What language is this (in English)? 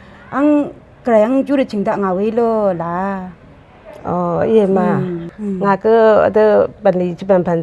Rawang